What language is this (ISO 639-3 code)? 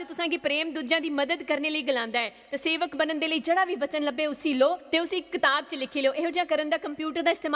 doi